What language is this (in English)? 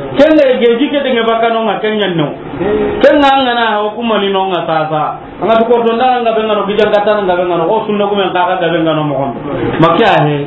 Soninke